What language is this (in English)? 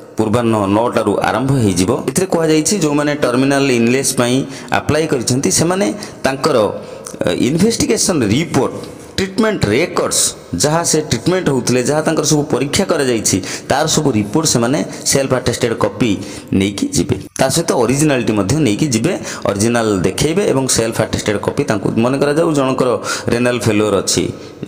Odia